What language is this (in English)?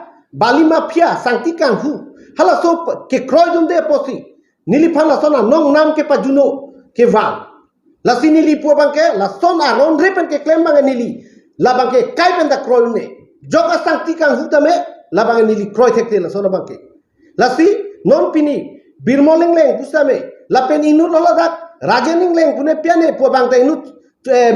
Karbi